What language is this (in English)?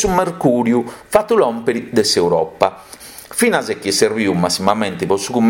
Sardinian